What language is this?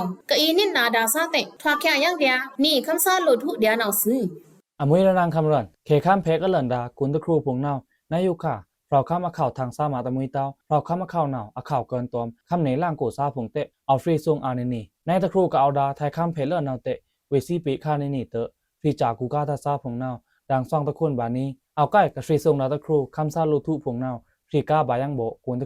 Pa'o Karen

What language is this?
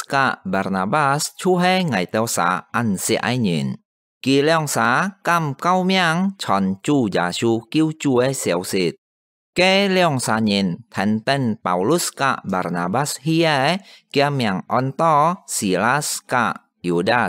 Hakka Chinese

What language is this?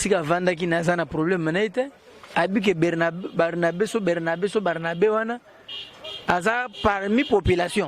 Lingala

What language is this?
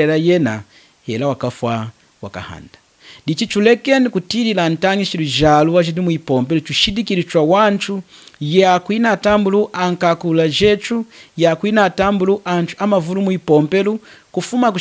Lunda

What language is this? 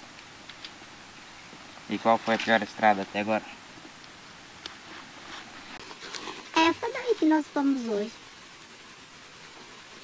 Portuguese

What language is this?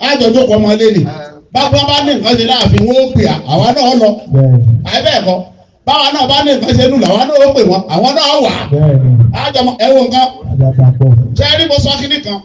Yoruba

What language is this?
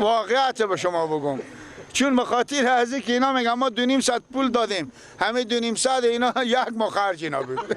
Persian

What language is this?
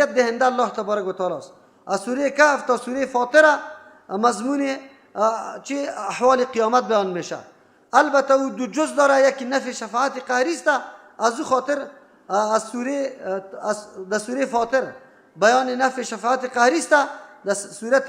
Persian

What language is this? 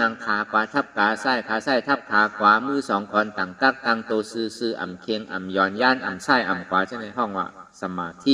Shan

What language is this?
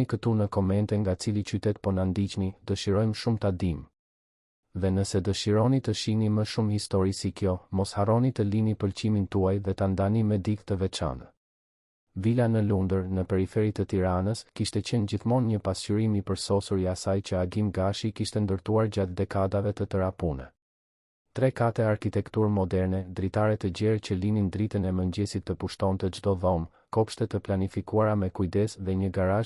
Albanian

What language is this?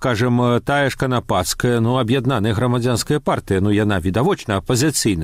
Belarusian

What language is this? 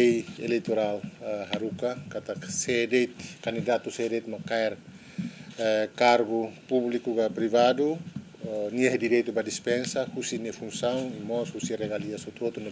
Tetum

